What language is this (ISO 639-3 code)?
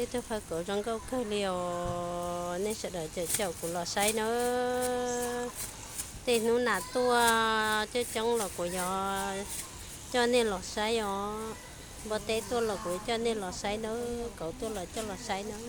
hmn